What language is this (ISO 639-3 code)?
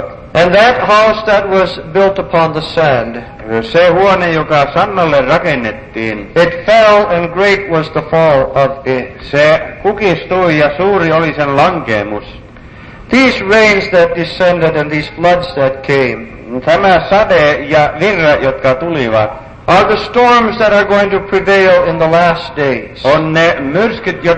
fin